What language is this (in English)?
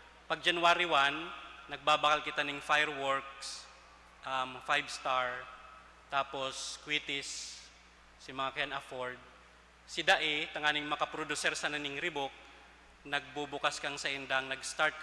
Bikol